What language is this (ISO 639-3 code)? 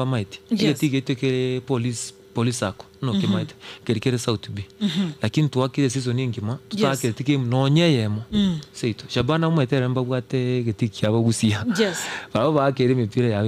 guz